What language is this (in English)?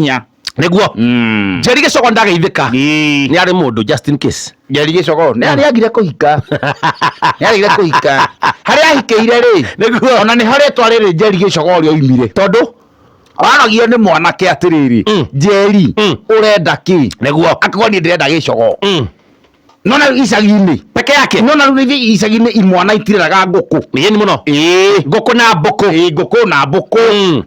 Kikuyu